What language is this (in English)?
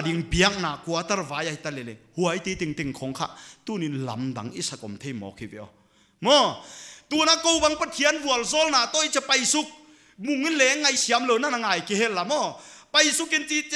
Paite Chin